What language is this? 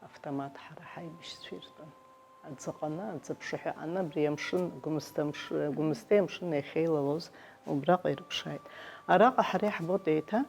Abkhazian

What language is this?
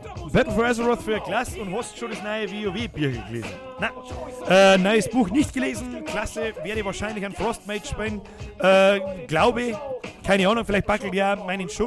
Bavarian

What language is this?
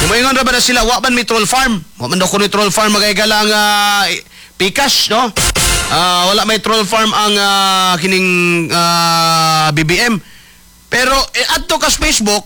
Cebuano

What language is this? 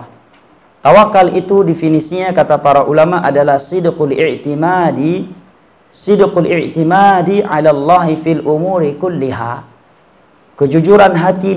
Indonesian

